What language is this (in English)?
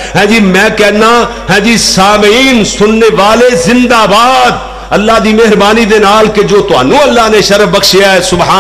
Western Panjabi